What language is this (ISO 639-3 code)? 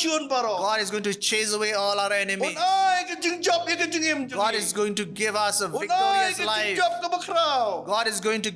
kha